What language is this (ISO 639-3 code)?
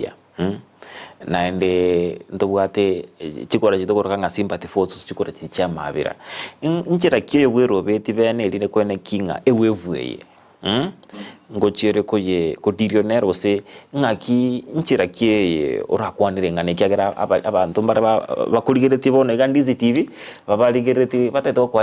guz